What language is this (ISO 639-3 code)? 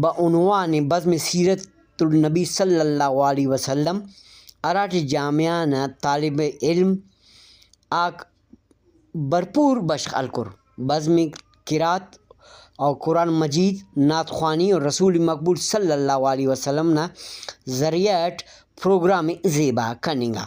brh